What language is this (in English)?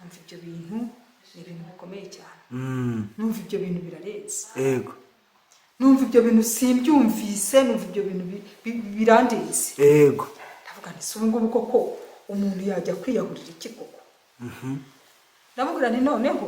Kinyarwanda